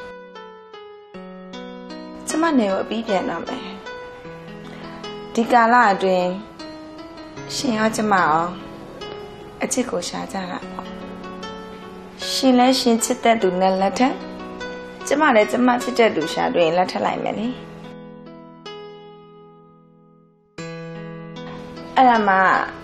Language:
Burmese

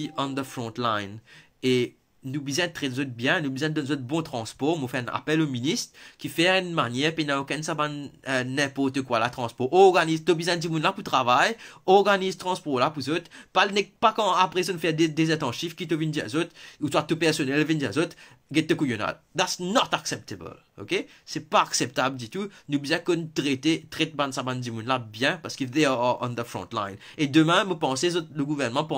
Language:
Morisyen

